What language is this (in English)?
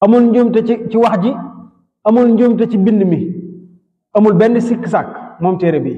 Wolof